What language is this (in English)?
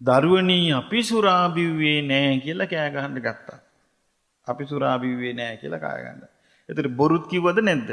Sinhala